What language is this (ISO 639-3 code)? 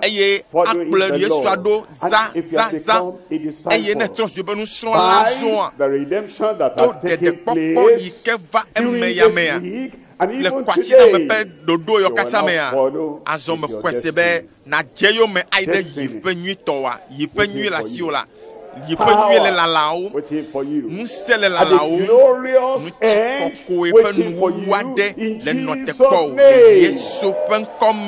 ewe